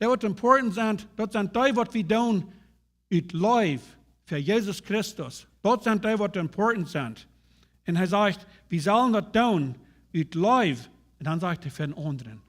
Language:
Plautdietsch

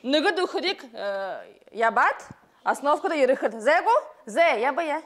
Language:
Buriat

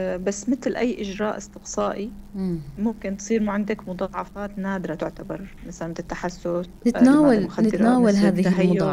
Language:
North Levantine Arabic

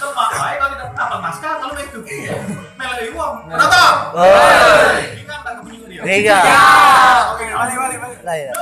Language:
Musi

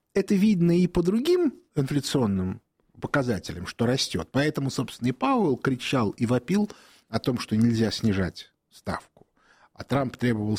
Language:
Russian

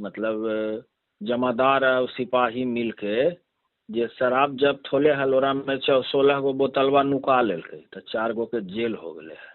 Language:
Magahi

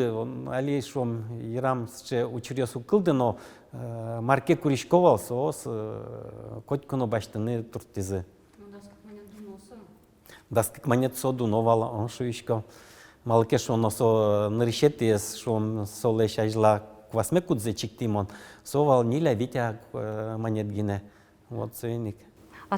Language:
Udmurt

